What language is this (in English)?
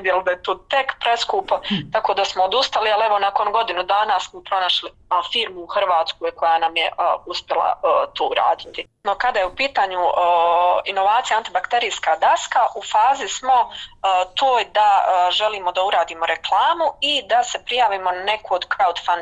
Bosnian